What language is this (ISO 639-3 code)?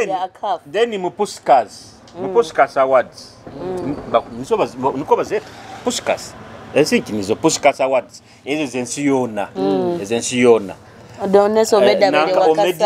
nyo